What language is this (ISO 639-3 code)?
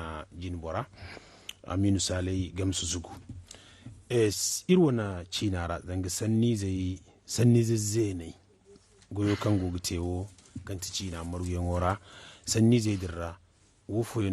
dje